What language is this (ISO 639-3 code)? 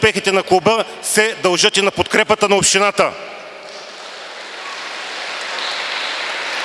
bul